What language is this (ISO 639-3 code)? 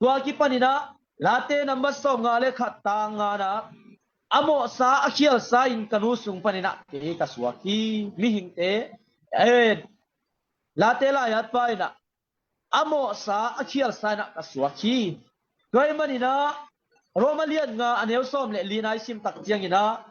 ctd